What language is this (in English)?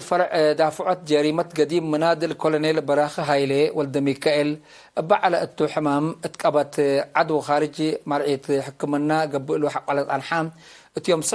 Tigre